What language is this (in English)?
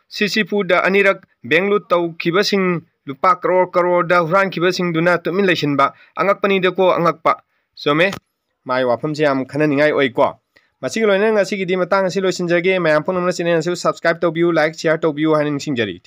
Manipuri